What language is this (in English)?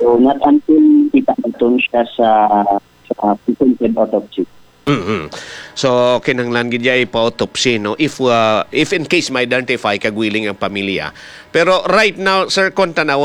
Hiligaynon